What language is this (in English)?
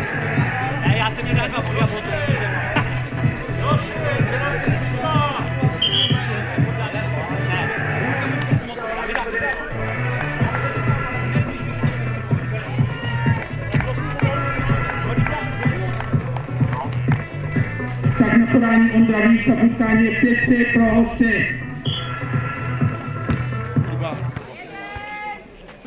Czech